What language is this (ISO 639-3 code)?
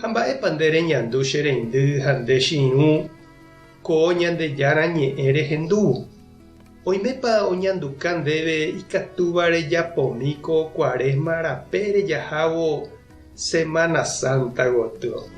grn